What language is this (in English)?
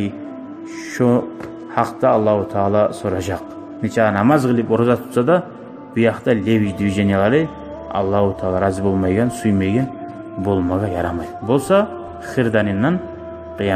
Kumyk